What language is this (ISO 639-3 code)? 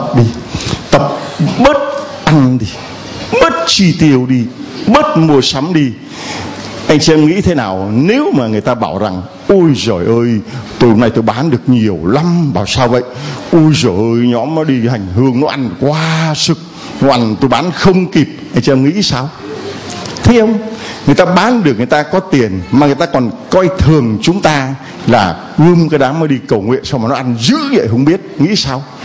vie